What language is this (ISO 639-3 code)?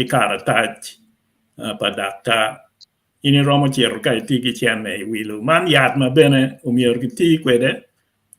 ach